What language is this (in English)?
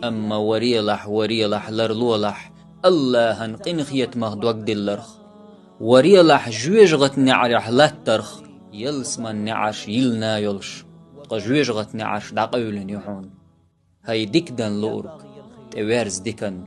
Chechen